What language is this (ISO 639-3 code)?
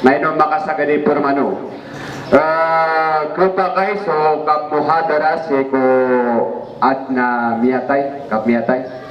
mrw